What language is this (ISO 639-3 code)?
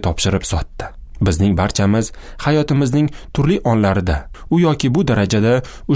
uzb